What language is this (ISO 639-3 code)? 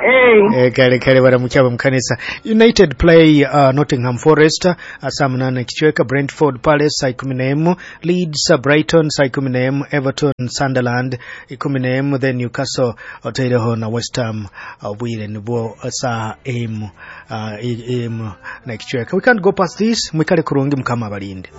nyo